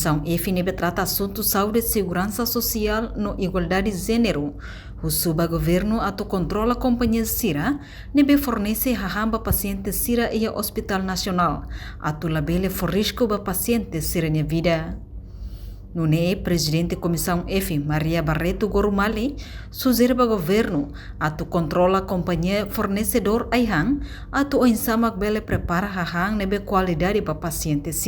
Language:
Tetum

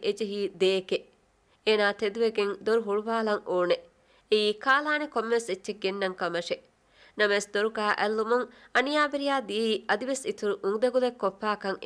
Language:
Divehi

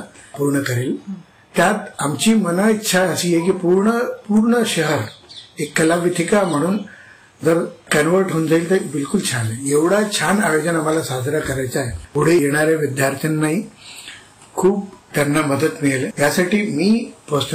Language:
Marathi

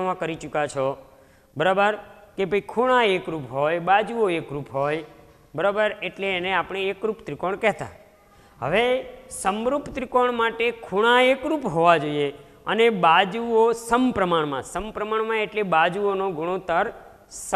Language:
Gujarati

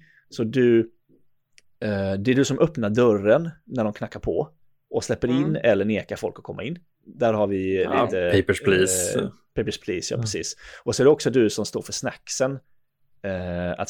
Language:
Swedish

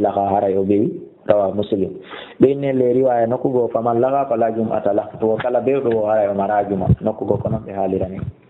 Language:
Fula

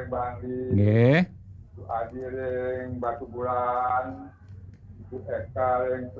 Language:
Balinese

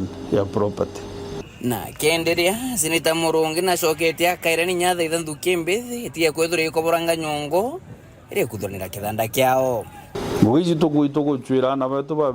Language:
Meru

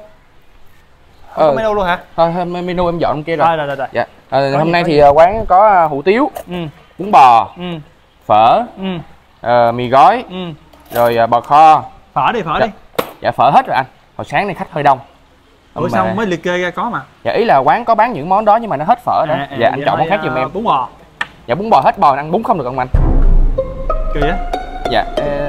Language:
Vietnamese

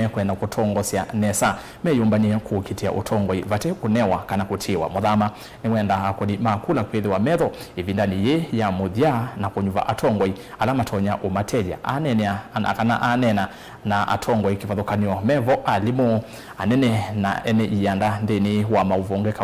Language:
Kamba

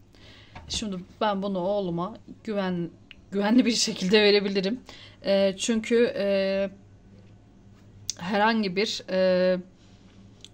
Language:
Turkish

